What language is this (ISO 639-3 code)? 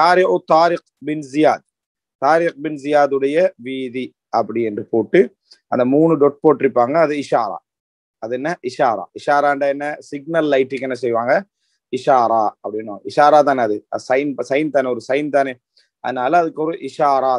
tam